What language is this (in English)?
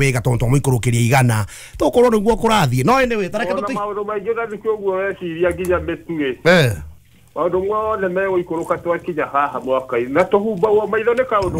Kikuyu